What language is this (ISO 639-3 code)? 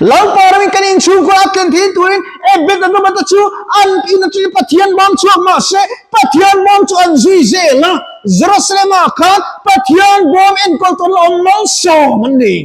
lus